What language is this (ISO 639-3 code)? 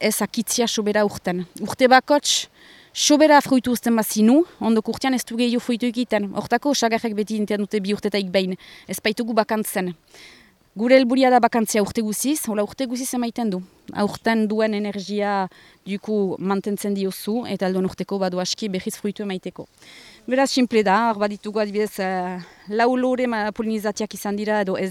eus